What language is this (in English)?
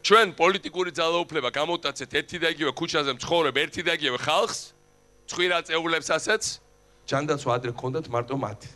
Georgian